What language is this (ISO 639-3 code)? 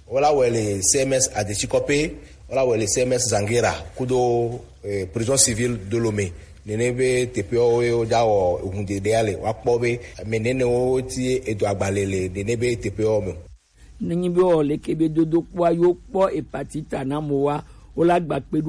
gej